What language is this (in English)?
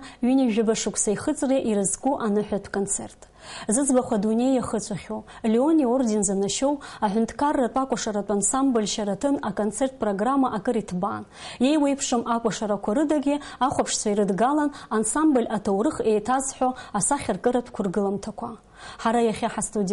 Abkhazian